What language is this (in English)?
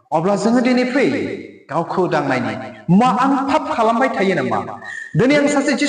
Bodo